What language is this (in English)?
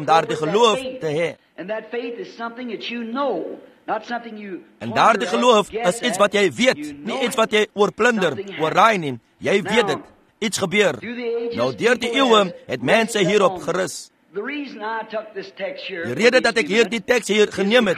Afrikaans